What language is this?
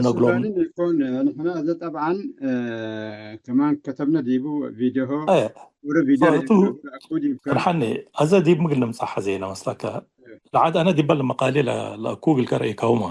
Tigre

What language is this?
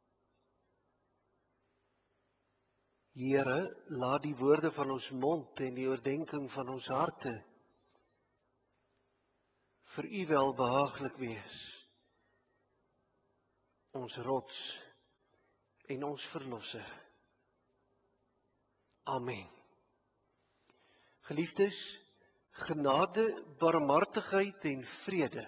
Afrikaans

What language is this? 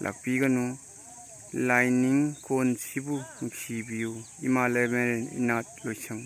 Manipuri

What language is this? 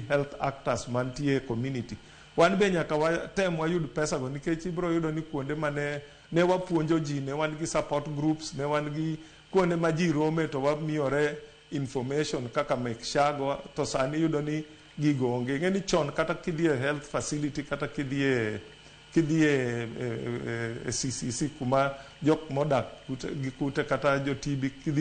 Luo (Kenya and Tanzania)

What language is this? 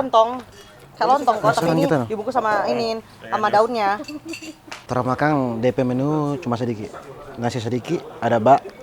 Manado Malay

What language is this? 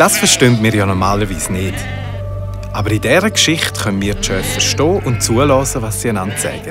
Swiss German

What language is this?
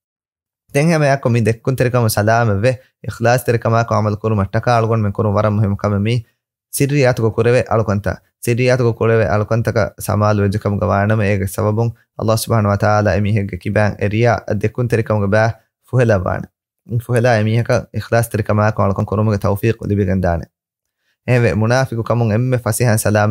Divehi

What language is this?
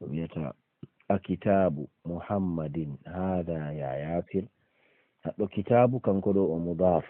Fula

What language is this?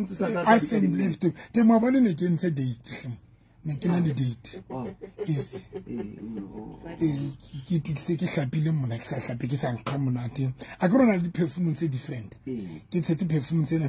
Southern Sotho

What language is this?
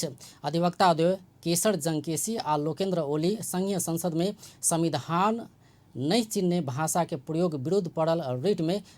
Maithili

